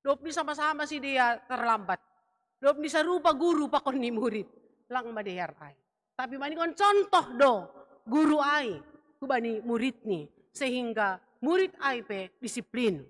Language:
Batak Simalungun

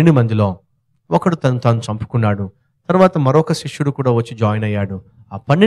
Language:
Telugu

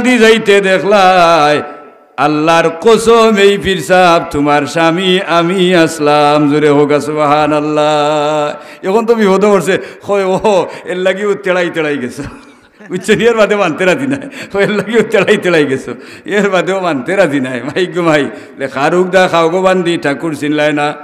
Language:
Sylheti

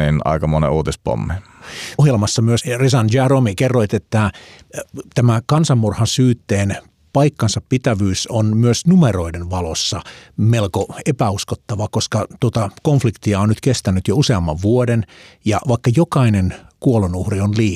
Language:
Finnish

